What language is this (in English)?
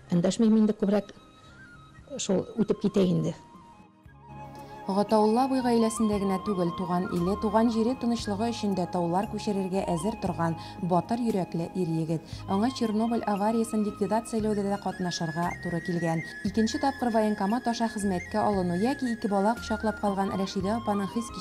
Tatar